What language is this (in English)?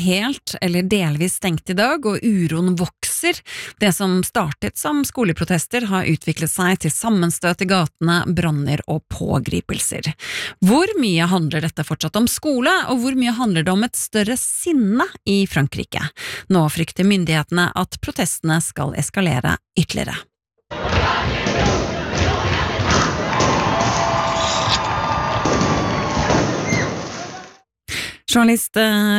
Norwegian